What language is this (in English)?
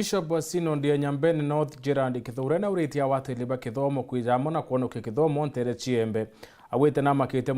Meru